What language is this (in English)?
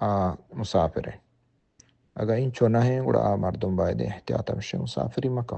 Baluchi